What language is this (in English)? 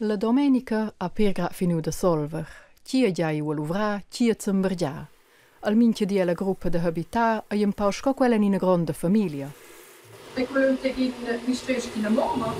Romansh